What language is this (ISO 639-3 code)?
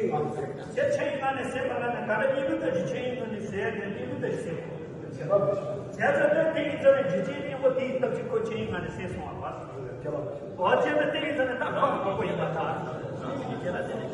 bod